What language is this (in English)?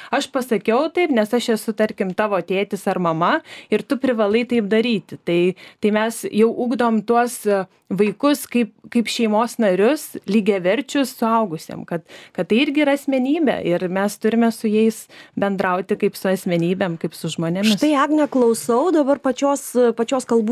Lithuanian